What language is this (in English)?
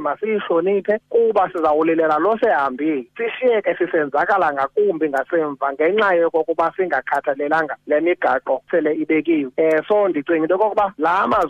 Xhosa